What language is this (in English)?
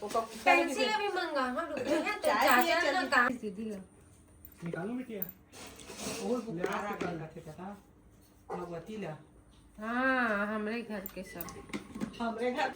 Chhattisgarhi